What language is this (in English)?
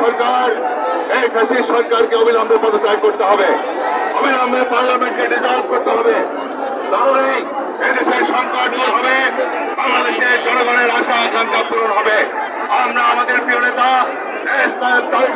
Bangla